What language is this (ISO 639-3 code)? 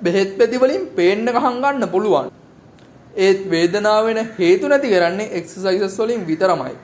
sin